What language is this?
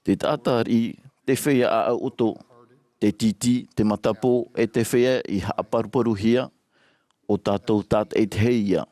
Tahitian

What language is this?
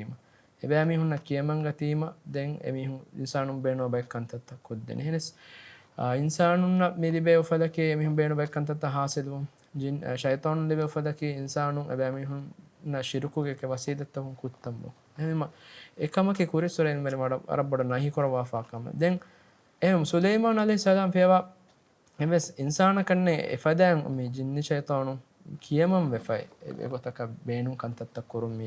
Divehi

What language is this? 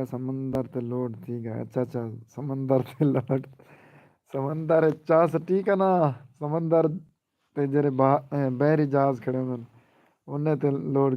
Saraiki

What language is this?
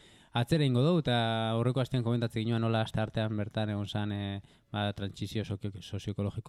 Basque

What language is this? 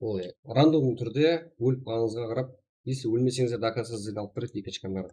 Kara-Kalpak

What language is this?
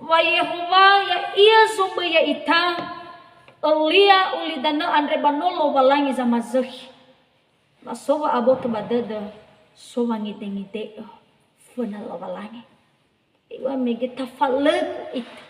Nias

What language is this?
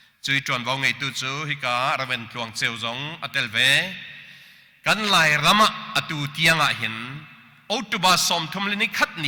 Hakha Chin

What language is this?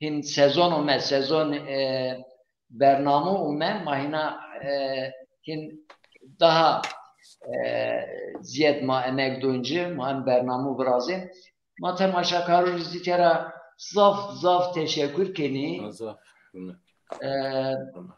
Zaza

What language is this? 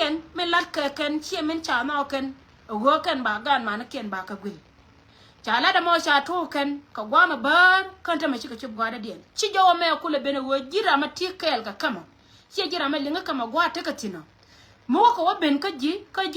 Nuer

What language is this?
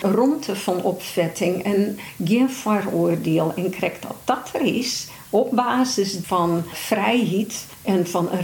Western Frisian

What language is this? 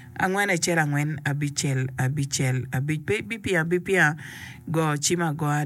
Acoli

